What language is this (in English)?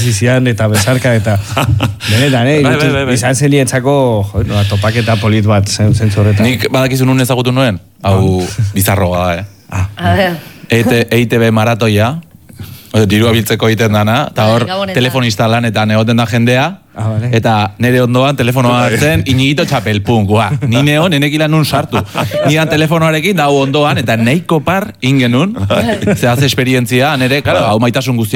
Basque